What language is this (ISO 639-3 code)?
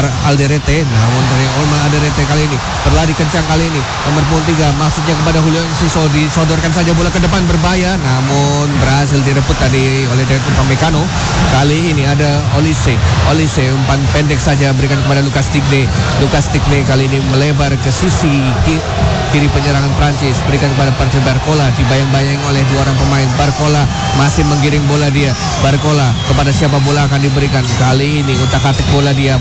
ind